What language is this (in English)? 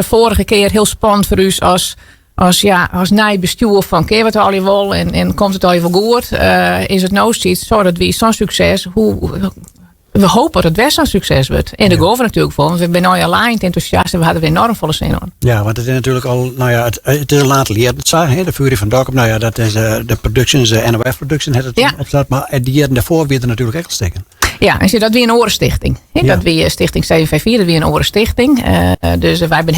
Western Frisian